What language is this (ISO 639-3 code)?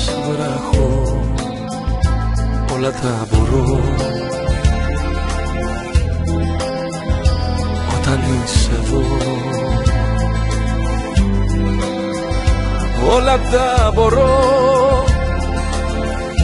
ell